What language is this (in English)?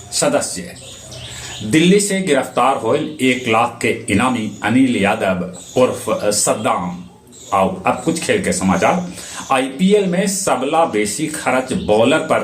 Magahi